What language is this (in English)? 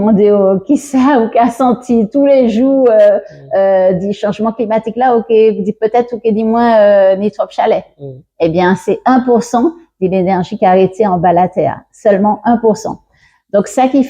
Guadeloupean Creole French